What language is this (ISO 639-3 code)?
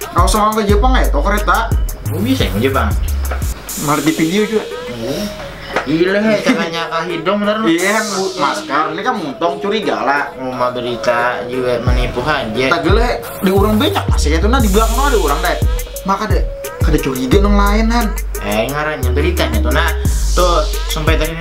bjn